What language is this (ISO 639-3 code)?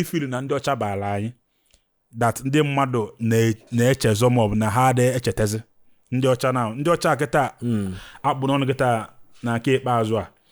ibo